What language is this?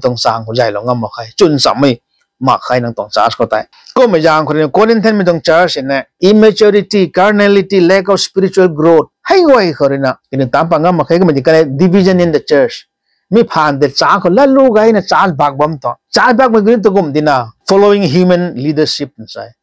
Rongmei Naga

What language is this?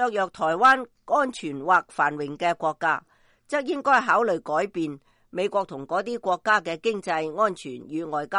Cantonese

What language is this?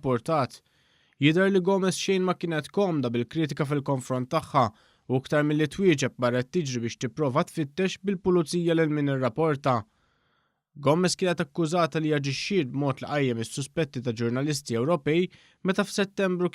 Maltese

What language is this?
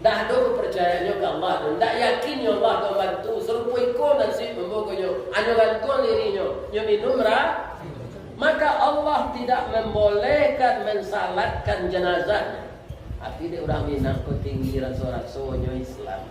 Minangkabau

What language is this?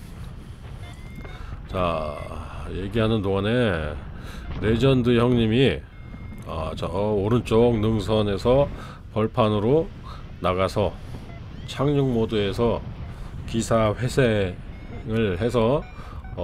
Korean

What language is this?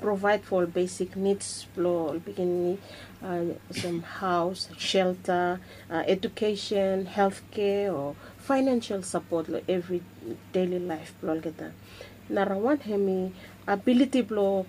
Bislama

